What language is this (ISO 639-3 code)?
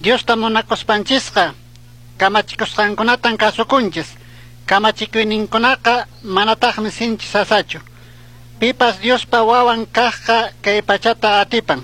qug